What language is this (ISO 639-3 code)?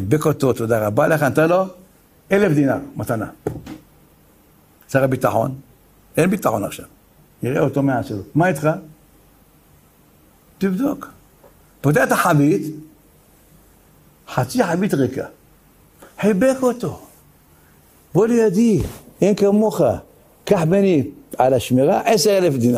heb